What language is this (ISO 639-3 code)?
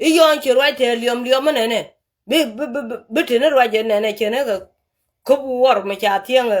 nus